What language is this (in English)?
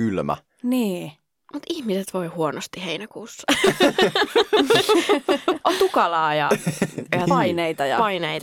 Finnish